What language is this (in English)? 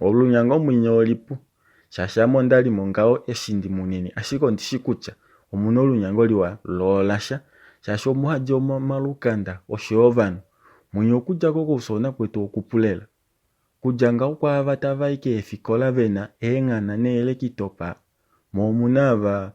Kuanyama